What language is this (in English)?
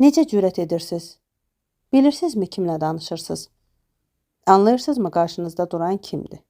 Azerbaijani